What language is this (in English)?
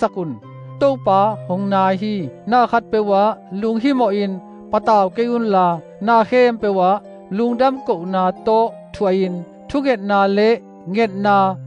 Tedim Chin